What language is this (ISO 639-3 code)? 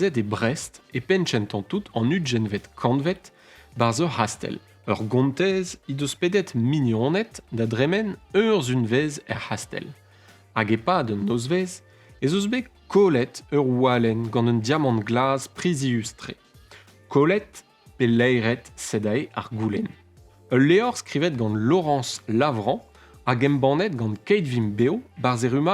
bre